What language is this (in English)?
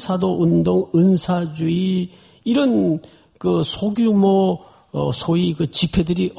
Korean